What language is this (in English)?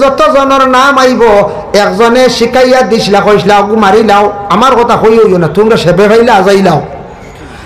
Sylheti